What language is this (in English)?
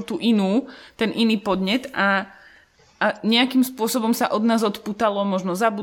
Slovak